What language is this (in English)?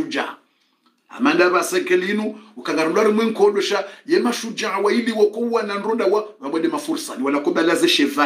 Swahili